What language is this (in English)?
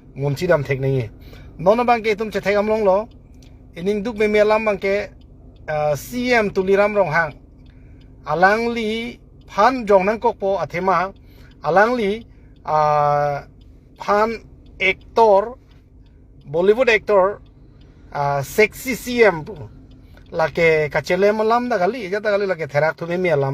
Karbi